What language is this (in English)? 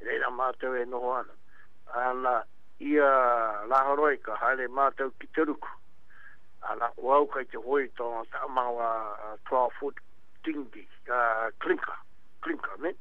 Māori